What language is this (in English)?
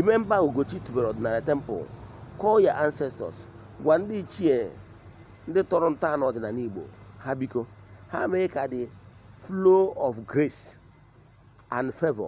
Igbo